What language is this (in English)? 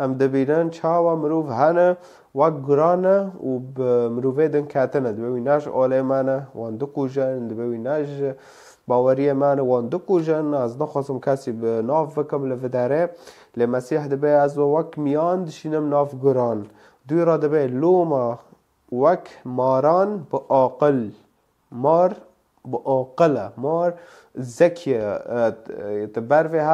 Kurdish